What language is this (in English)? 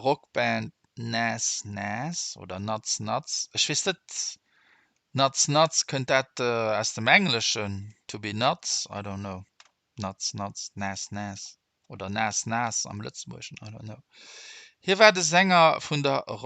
Luxembourgish